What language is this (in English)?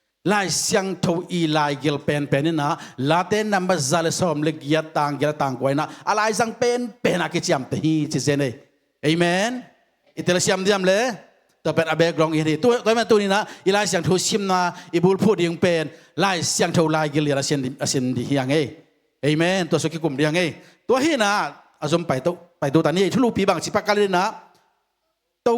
Tedim Chin